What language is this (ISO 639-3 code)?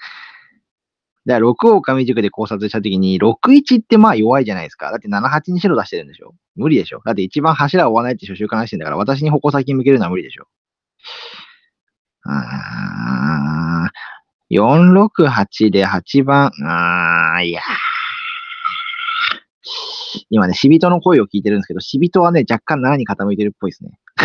jpn